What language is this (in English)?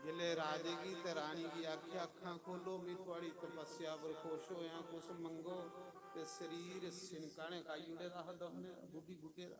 Dogri